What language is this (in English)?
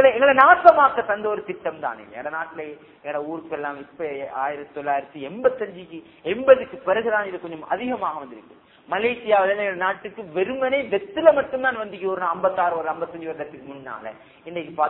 Tamil